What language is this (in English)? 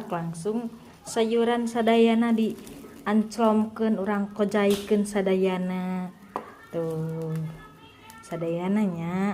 Sundanese